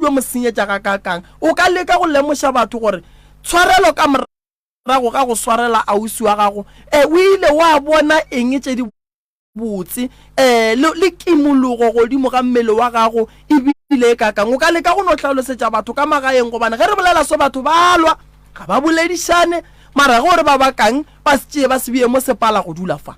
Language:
Northern Sotho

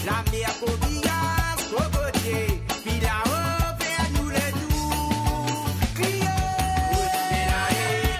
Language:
Morisyen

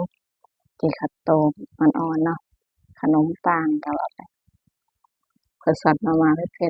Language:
Lao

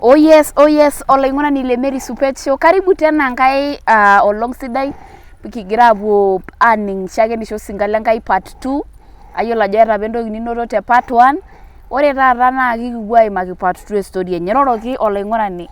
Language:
Masai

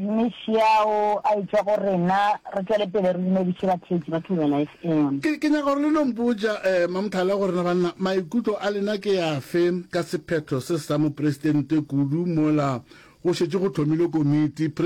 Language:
Northern Sotho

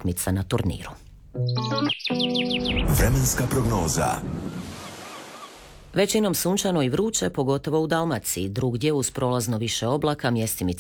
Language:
Croatian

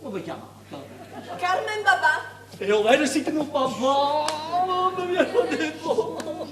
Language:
Neapolitan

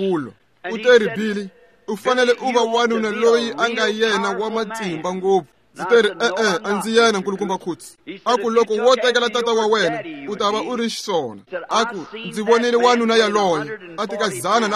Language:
Tsonga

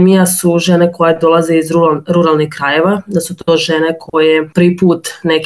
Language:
Serbian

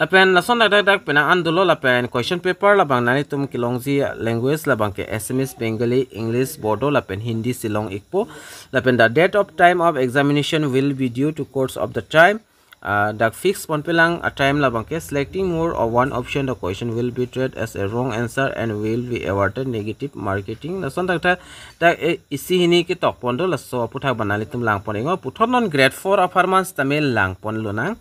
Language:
Karbi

